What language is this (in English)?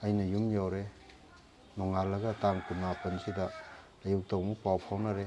Manipuri